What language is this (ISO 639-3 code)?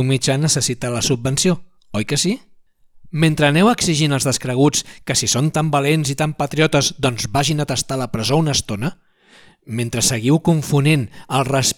cat